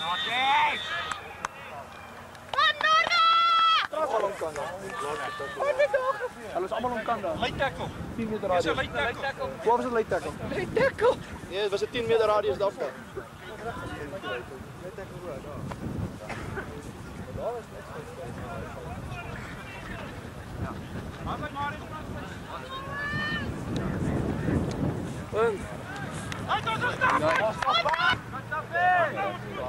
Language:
Afrikaans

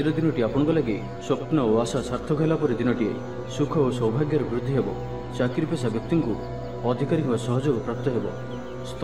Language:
Odia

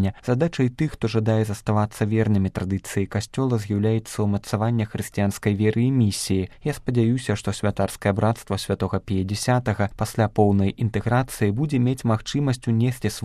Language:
Belarusian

